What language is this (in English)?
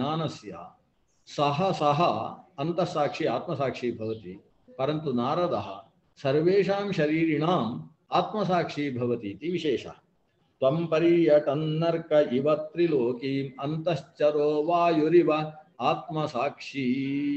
Sanskrit